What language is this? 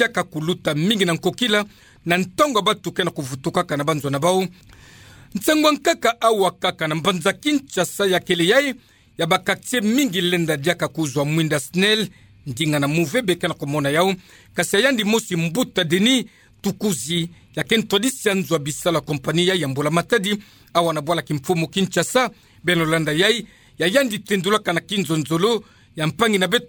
Kituba (Democratic Republic of Congo)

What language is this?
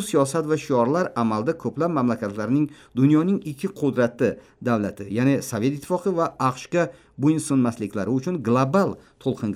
Uzbek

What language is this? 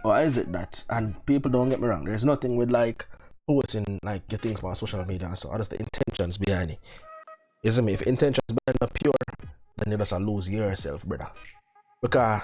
Jamaican Creole English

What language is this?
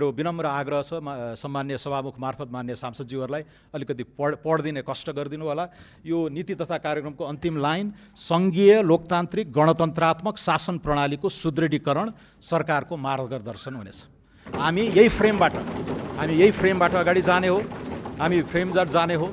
Nepali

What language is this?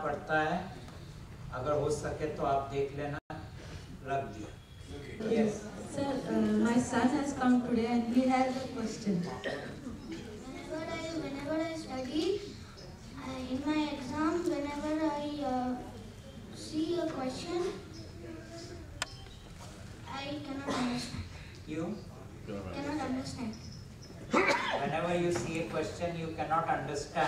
Hindi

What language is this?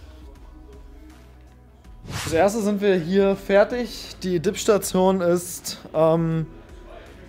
German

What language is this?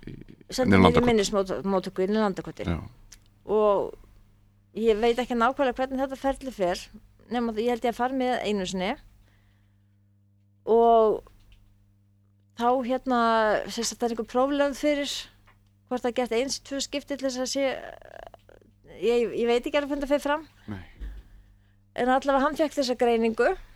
Icelandic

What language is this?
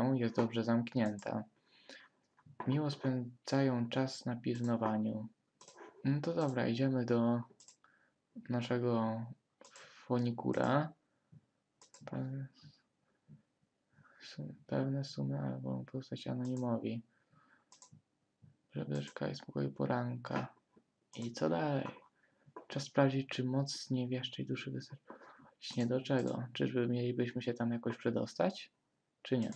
Polish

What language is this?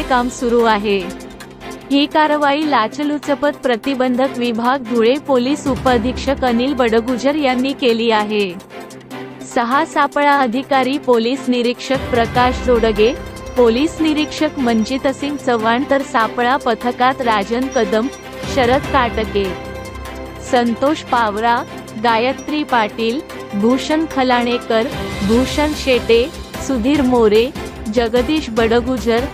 Marathi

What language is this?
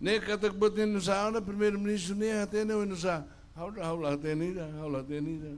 Tetum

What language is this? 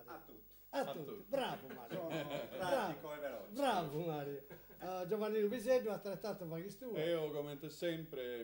Sardinian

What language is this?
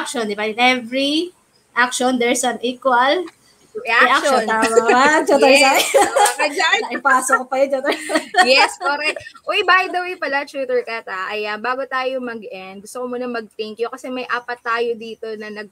Filipino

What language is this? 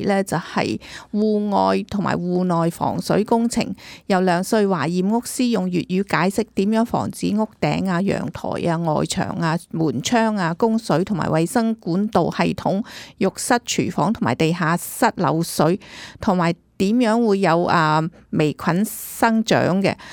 Cantonese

